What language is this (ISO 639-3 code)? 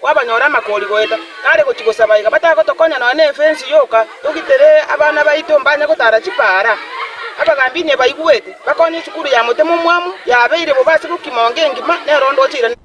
guz